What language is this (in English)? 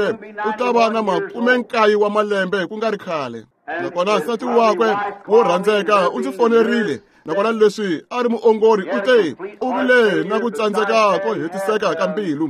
Tsonga